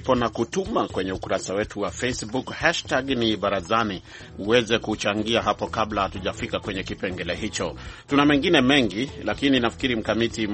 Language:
Swahili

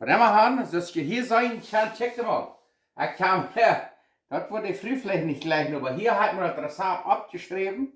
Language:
Plautdietsch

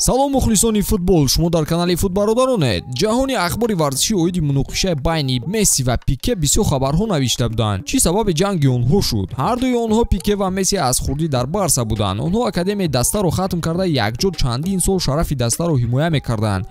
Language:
Tajik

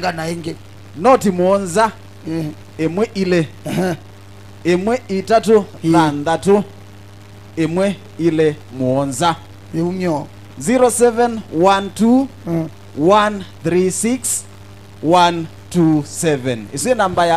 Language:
Kamba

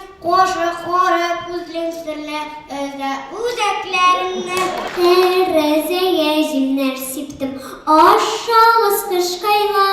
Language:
Tatar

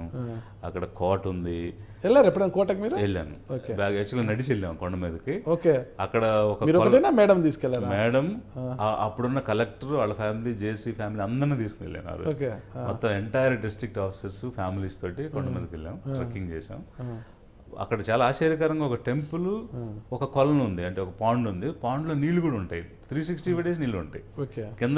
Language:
Telugu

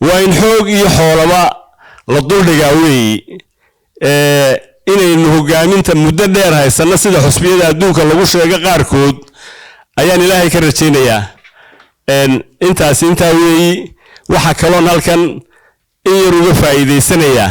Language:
Somali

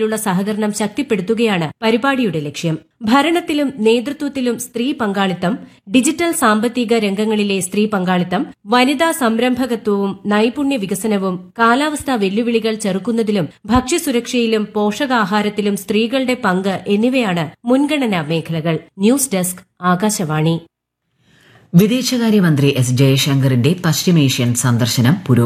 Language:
Malayalam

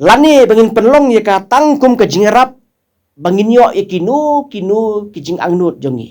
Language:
Khasi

